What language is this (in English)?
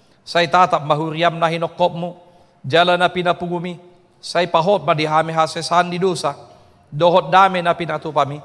Batak Toba